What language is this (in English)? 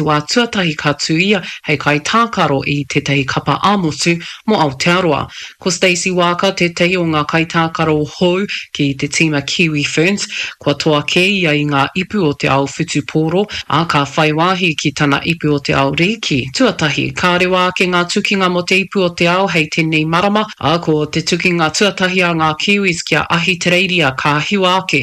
Māori